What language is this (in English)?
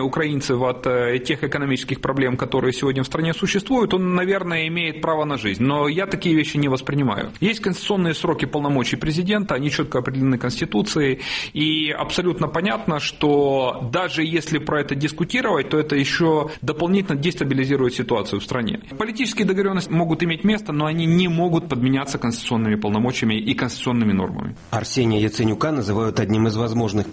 Russian